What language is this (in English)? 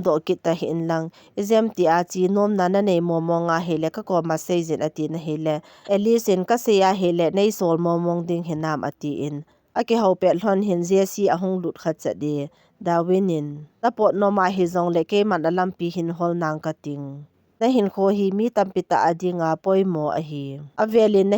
Thado Chin